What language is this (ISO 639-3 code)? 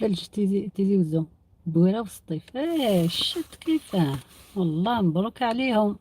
arq